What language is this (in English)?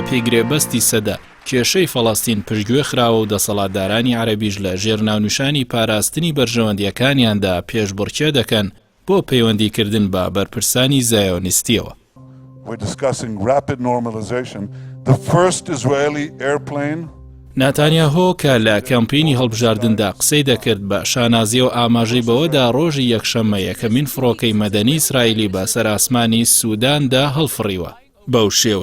Central Kurdish